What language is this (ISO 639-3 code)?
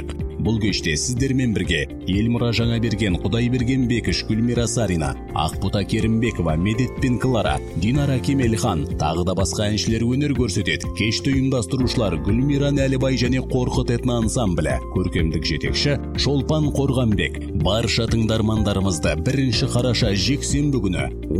kaz